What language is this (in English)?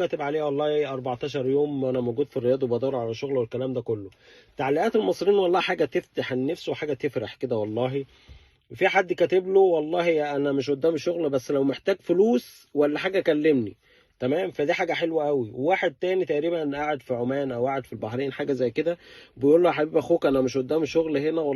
Egyptian Arabic